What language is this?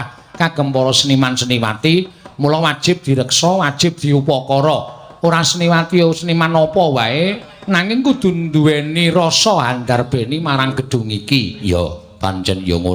Javanese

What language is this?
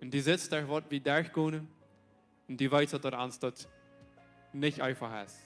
Plautdietsch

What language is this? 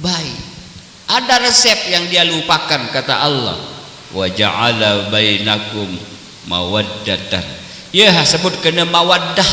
Sasak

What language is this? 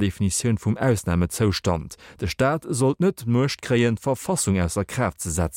Luxembourgish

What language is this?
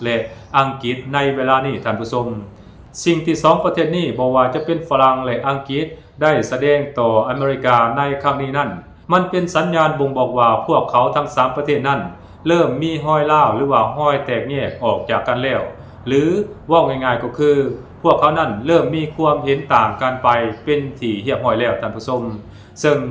Lao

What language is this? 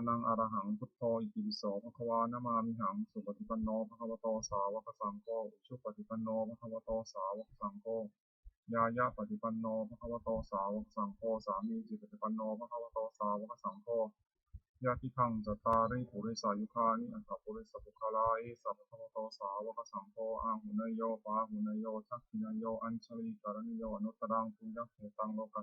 Pali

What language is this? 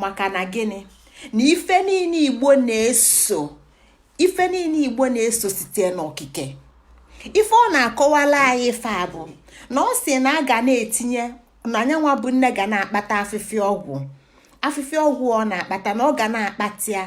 Igbo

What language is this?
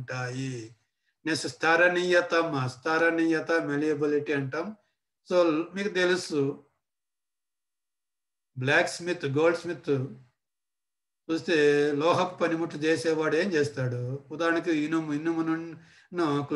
Telugu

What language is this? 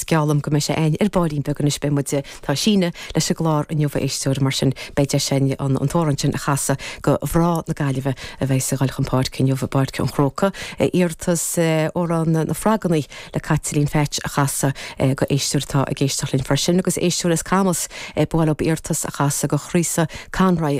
Irish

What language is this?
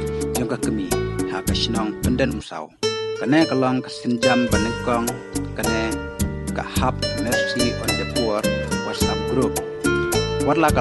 Khasi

